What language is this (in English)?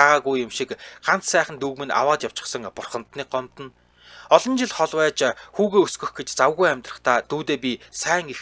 Mongolian